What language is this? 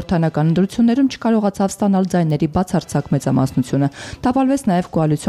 Armenian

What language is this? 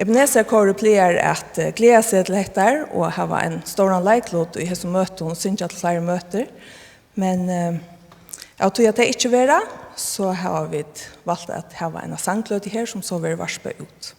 Faroese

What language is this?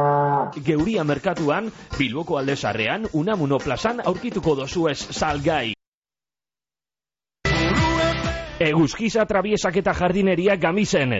Basque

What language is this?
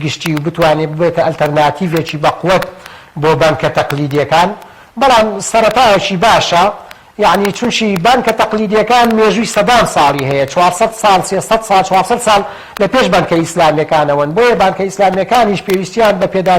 Central Kurdish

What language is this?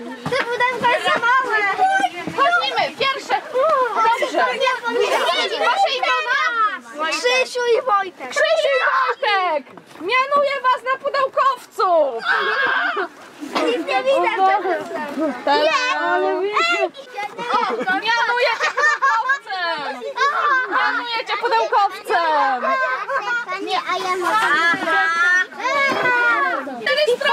Polish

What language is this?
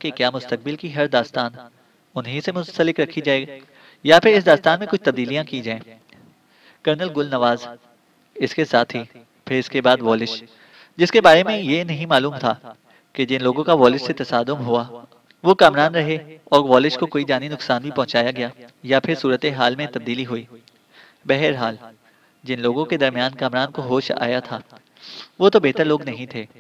Urdu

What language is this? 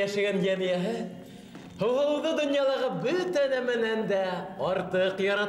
Bashkir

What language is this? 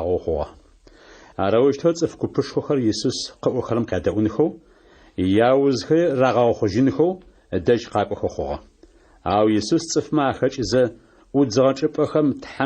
Adyghe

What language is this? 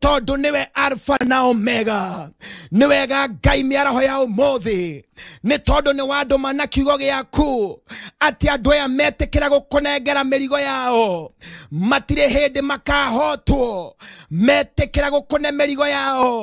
Kikuyu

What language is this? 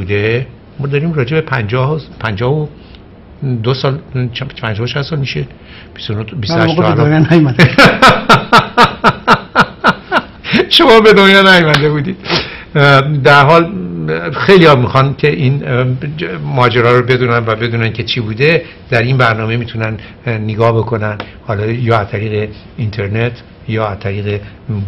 Persian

